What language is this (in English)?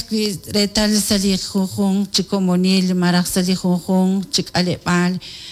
Kekchí